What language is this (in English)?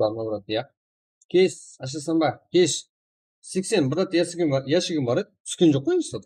Kara-Kalpak